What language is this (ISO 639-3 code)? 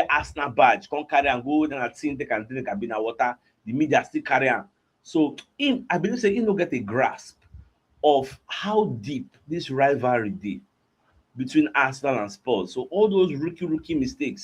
pcm